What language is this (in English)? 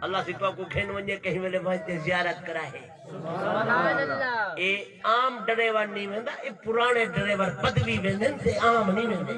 Saraiki